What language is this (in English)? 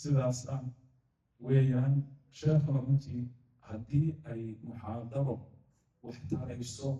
Somali